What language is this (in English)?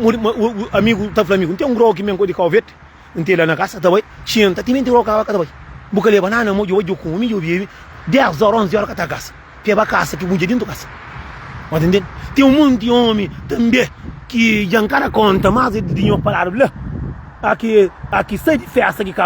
Kabuverdianu